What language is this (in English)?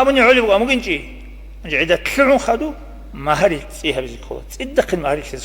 Avaric